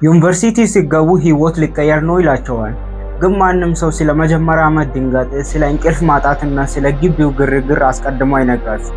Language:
Amharic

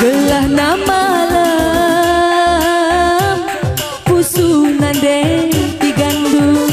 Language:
Batak Karo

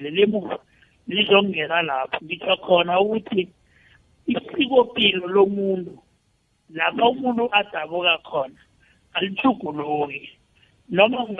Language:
South Ndebele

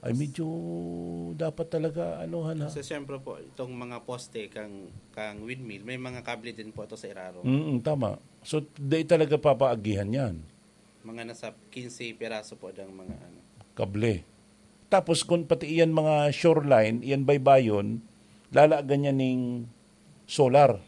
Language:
Bikol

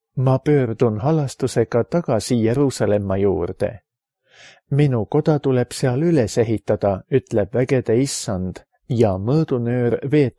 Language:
Estonian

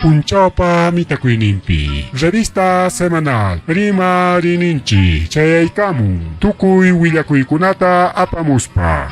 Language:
Ayacucho Quechua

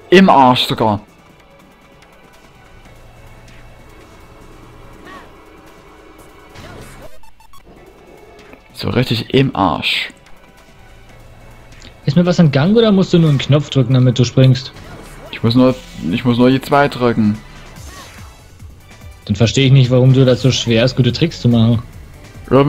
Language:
German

